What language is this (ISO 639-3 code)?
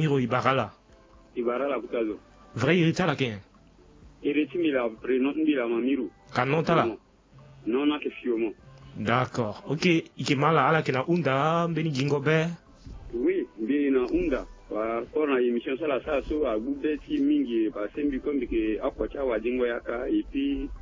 sag